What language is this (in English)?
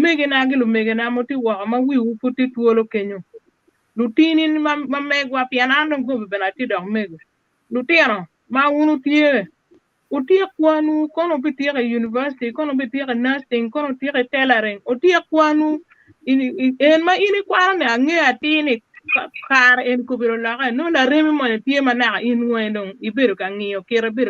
Acoli